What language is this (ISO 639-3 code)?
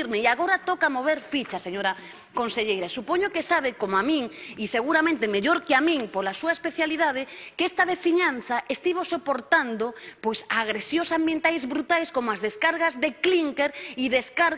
glg